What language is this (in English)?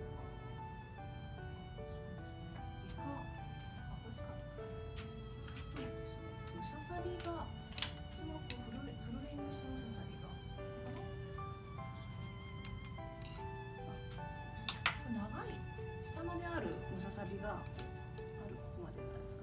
Japanese